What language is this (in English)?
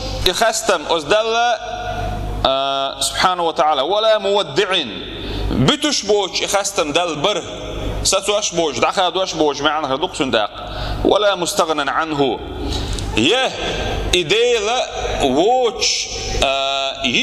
Chechen